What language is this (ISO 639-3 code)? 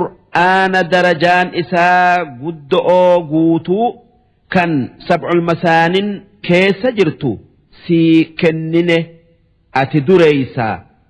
orm